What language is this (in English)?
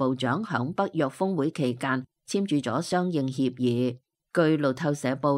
Cantonese